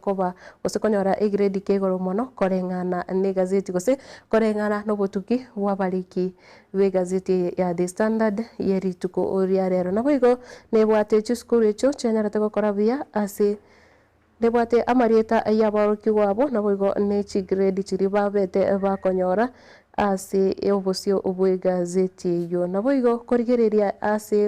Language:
Gusii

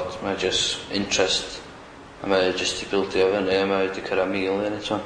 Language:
Welsh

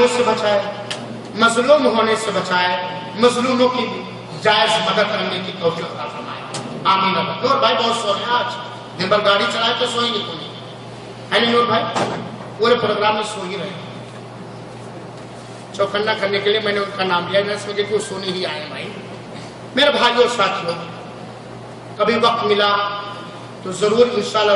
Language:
Urdu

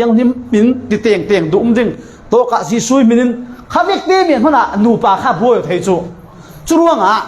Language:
Falam Chin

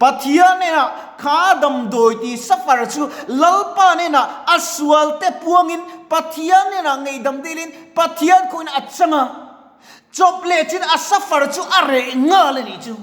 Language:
Mizo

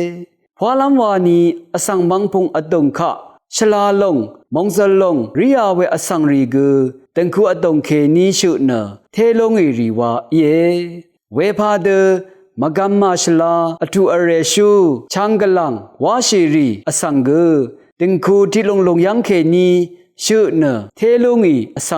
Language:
Rawang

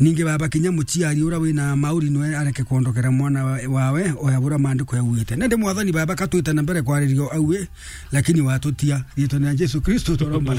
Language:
Meru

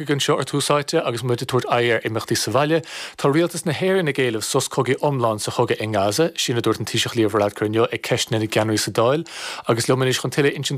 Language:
Irish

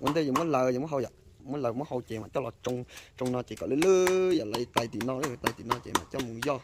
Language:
Hmong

